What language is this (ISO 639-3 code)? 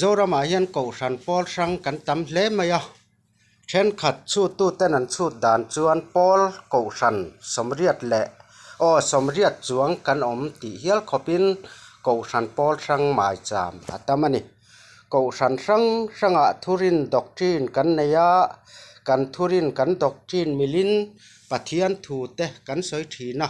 lus